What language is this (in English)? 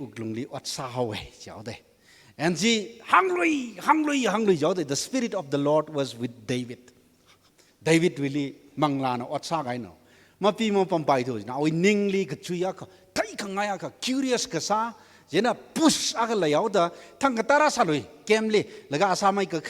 Tangkhul Naga (India)